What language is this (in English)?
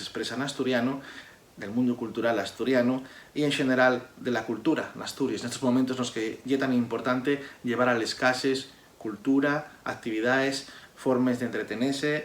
Asturian